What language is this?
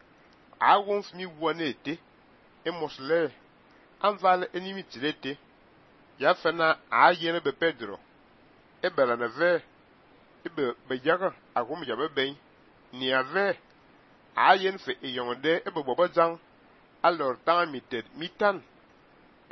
Fang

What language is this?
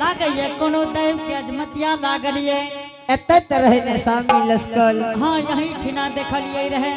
Angika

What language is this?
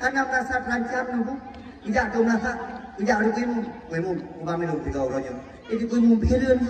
Achinese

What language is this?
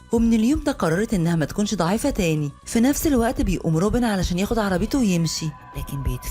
Egyptian Arabic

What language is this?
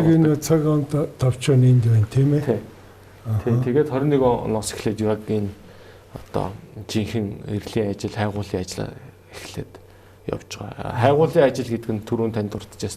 Mongolian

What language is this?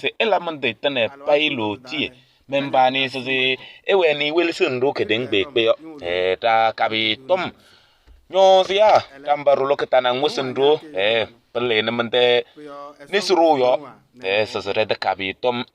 Kabiyè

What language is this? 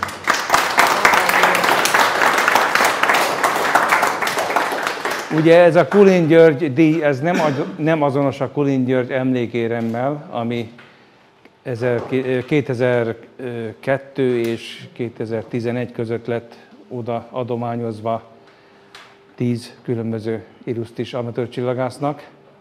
Hungarian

